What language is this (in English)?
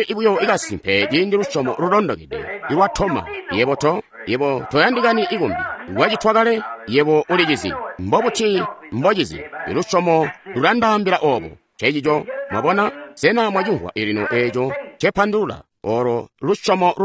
Tonga (Zambia)